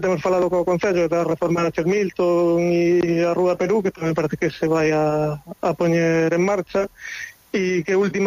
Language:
Galician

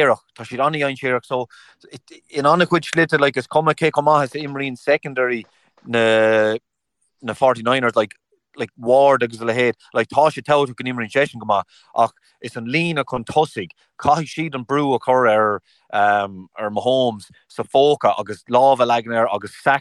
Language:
Irish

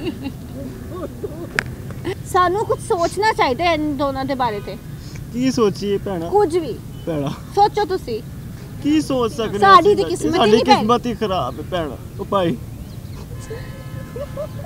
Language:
Punjabi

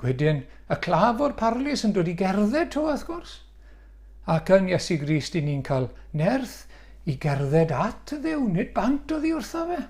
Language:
Welsh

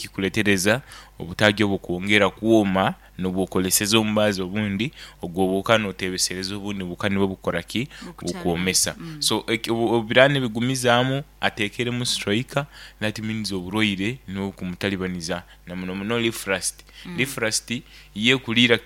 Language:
Nyoro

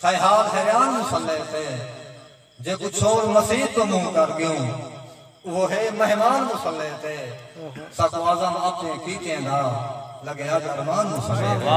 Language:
Saraiki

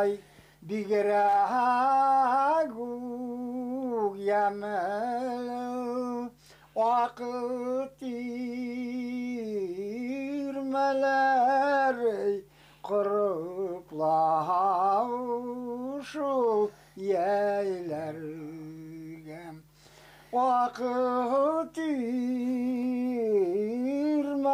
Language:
Bashkir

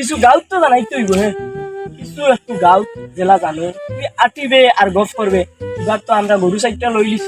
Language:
Sylheti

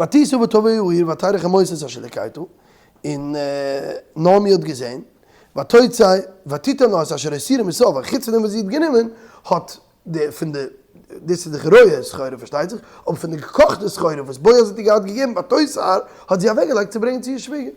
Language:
Yiddish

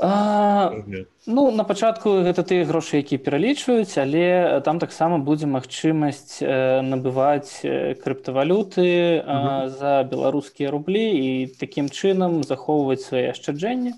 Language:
Belarusian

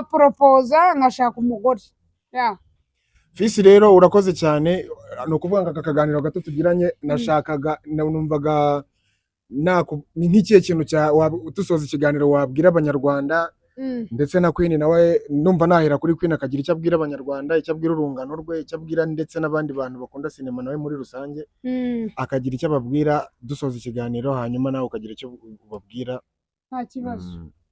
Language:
Kinyarwanda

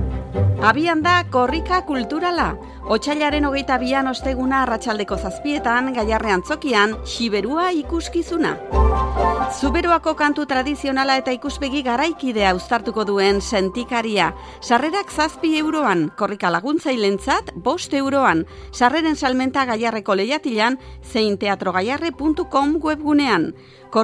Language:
Basque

